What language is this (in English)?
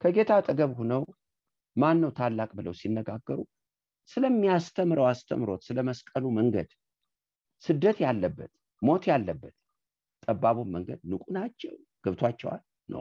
Amharic